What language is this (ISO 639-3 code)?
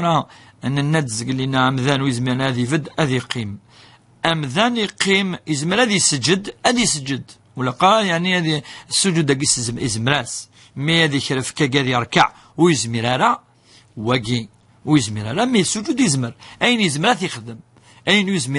kab